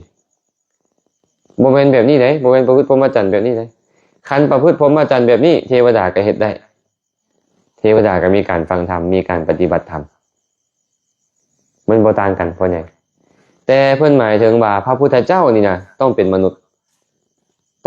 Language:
Lao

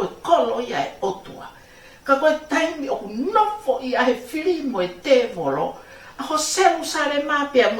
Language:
Tongan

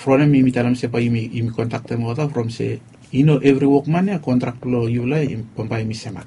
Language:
Bislama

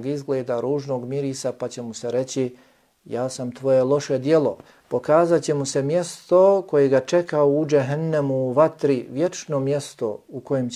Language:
Bosnian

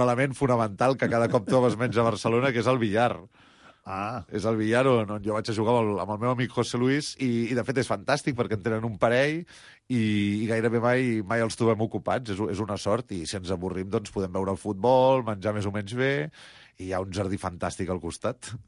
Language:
Catalan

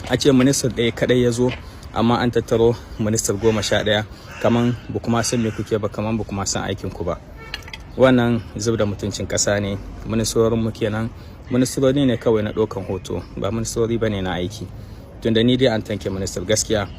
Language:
Hausa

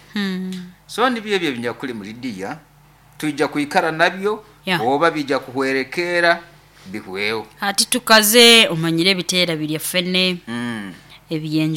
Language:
Nyoro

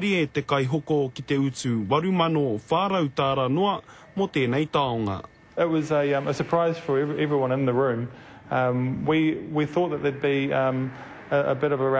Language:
Māori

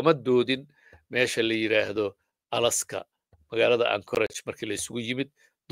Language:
Somali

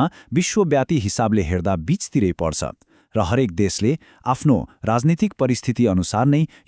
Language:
Nepali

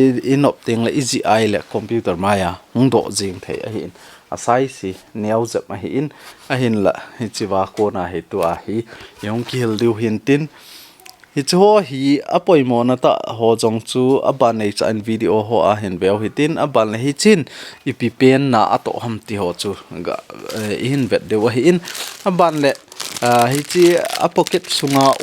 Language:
Thado Chin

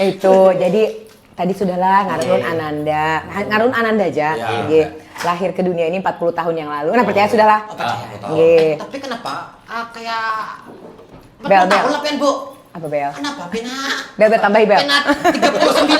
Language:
Banjar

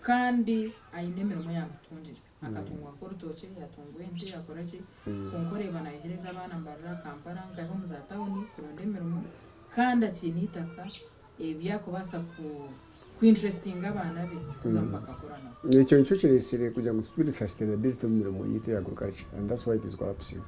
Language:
Nyankole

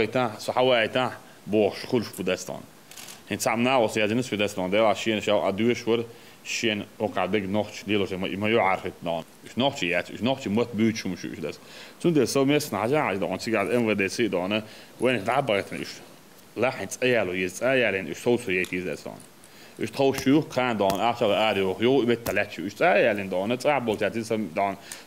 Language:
Chechen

